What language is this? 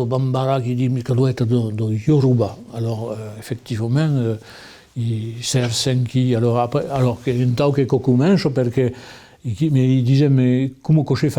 Occitan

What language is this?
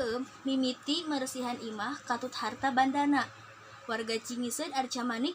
Sundanese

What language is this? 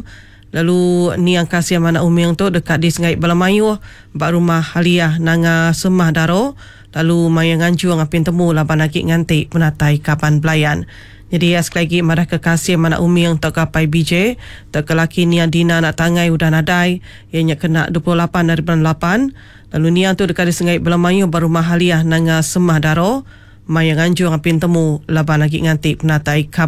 Iban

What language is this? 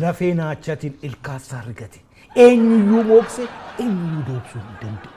Oromo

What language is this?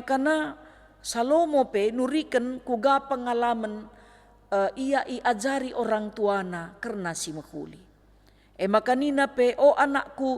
Batak Karo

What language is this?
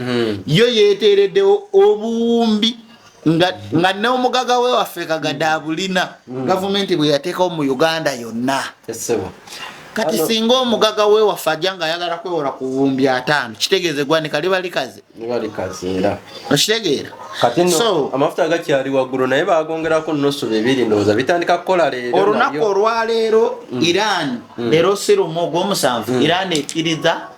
Ganda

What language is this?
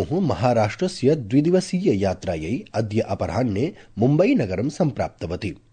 Sanskrit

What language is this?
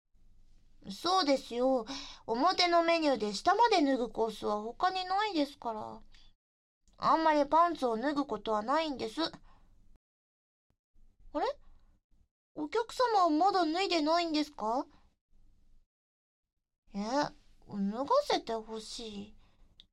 Japanese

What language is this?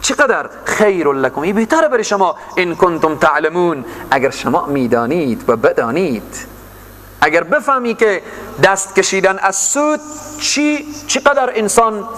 Persian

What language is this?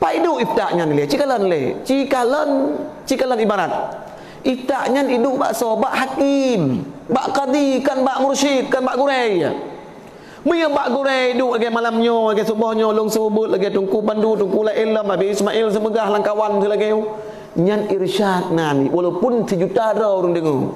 Achinese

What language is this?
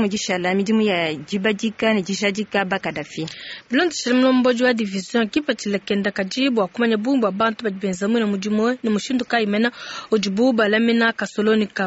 Luba-Lulua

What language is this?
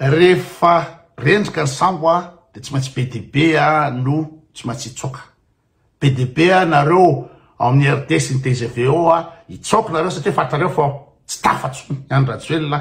Malagasy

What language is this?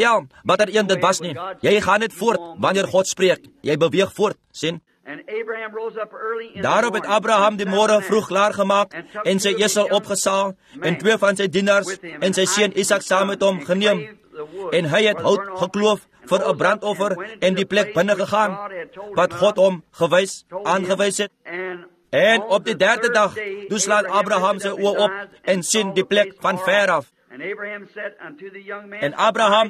Afrikaans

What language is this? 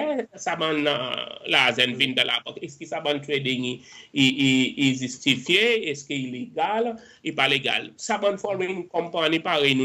Seselwa Creole French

